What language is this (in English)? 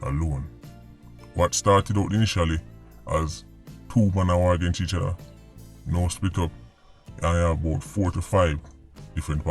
Jamaican Creole English